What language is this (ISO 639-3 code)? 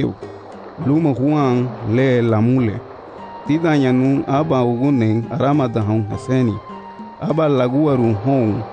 cab